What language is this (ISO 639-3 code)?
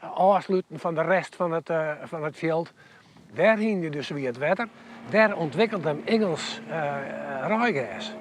fry